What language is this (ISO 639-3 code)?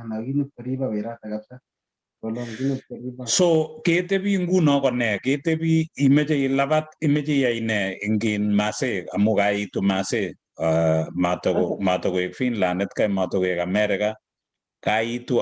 kln